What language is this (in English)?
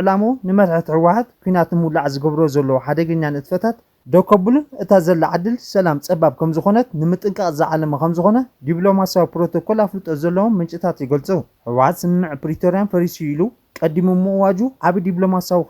Tigrinya